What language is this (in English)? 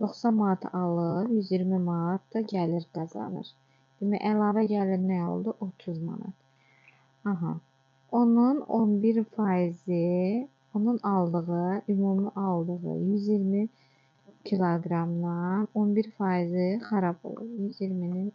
Azerbaijani